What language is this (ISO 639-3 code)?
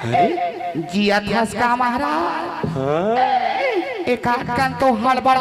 hne